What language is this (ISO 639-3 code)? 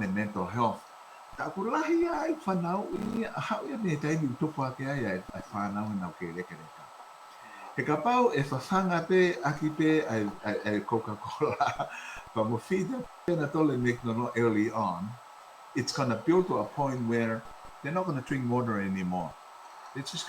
ton